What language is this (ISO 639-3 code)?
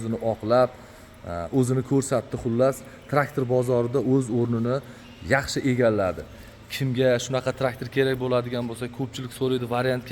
uzb